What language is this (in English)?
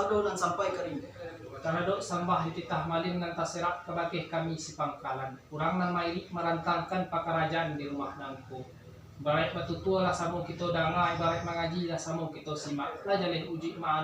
Minangkabau